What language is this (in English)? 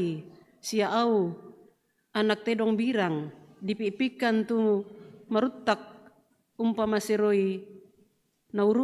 Toraja-Sa'dan